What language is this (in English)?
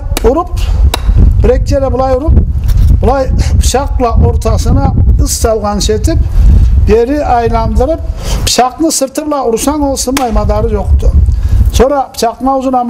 Karachay-Balkar